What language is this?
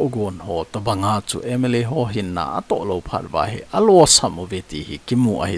Thado Chin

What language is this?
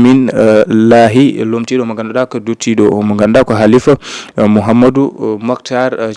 Fula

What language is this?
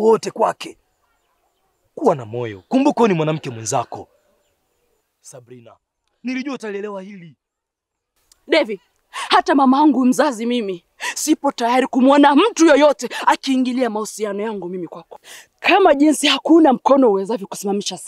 Swahili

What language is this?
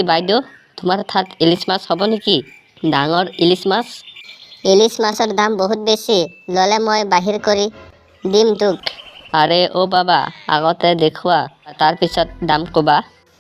Assamese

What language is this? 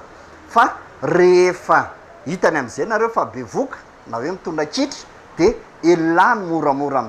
Malagasy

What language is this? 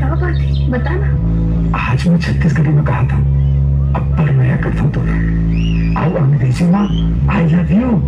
Chhattisgarhi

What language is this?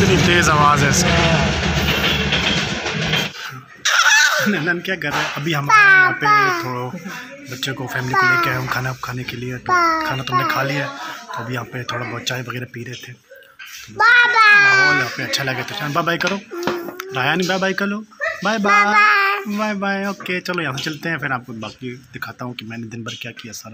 Hindi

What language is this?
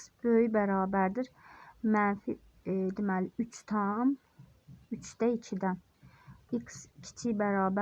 Azerbaijani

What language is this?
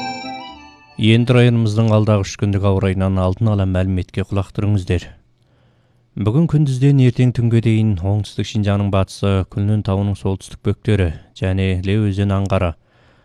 Kazakh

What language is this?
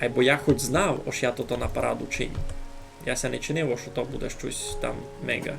Rusyn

